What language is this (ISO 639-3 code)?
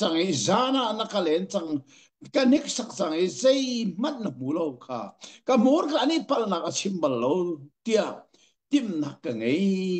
cnh